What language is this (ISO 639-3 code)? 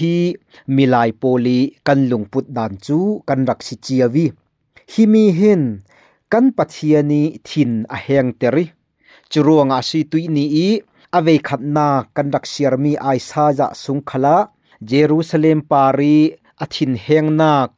cfm